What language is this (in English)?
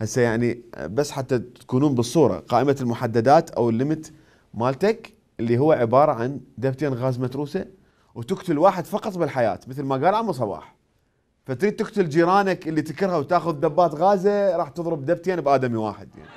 Mesopotamian Arabic